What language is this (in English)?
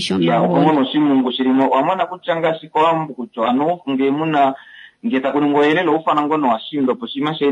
Kuanyama